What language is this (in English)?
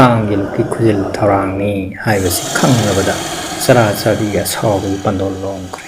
Manipuri